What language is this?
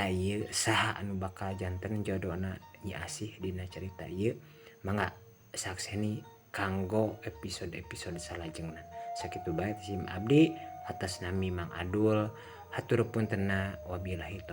Sundanese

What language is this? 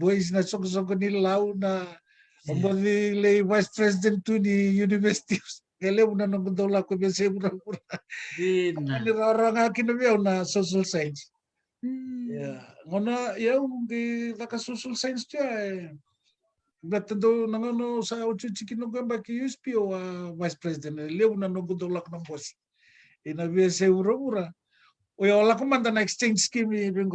Fijian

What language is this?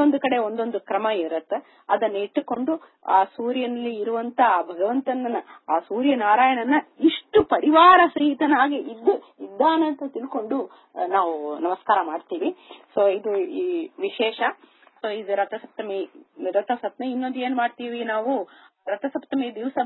Kannada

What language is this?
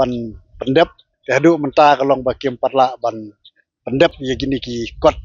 Khasi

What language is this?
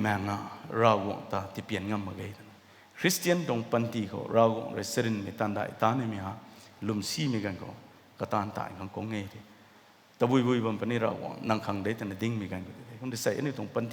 Rongmei Naga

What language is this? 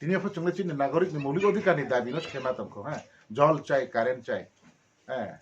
Riang (India)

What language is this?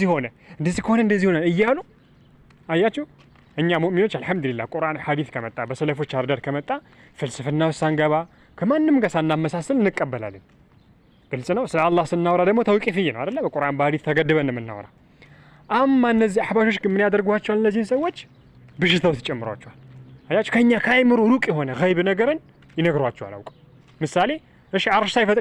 Amharic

